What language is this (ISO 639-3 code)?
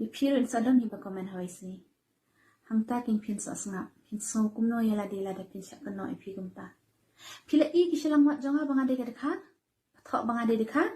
kha